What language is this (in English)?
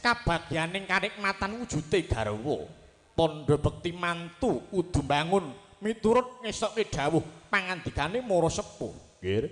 Javanese